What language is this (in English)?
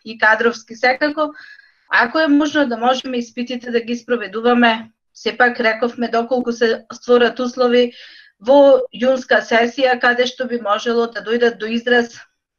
Macedonian